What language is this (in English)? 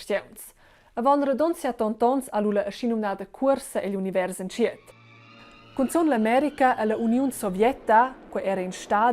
Romansh